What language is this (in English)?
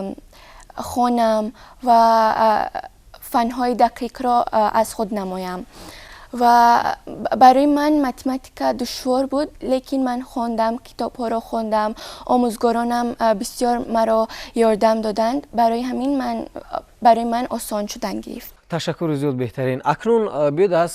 Tajik